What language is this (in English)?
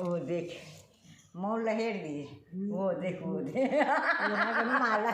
Chhattisgarhi